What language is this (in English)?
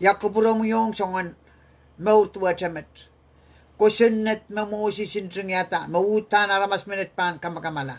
Pohnpeian